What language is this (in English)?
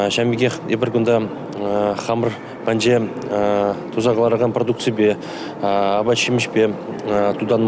Chuvash